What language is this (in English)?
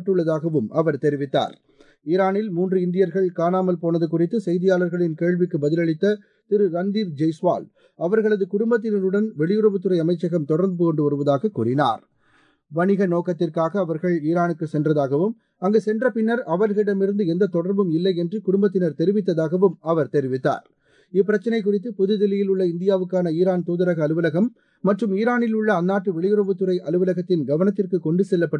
Tamil